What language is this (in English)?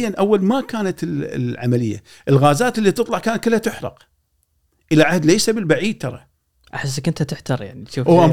Gulf Arabic